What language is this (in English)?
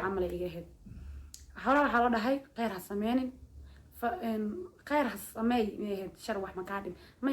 Somali